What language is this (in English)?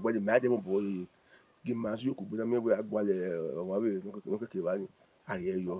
Bini